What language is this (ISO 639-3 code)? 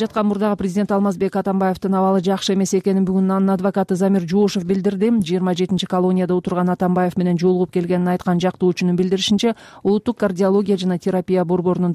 kir